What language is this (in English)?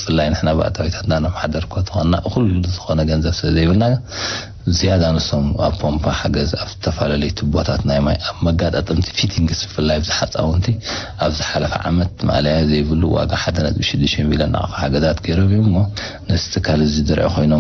Tigrinya